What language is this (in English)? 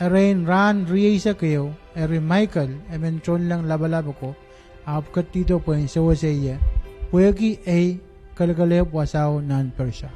Pohnpeian